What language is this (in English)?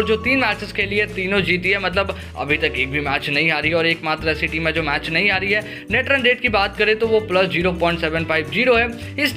Hindi